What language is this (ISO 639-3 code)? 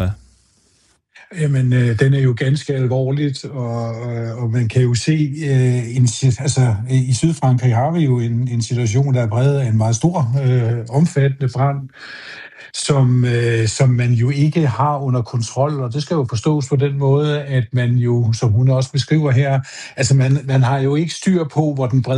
dan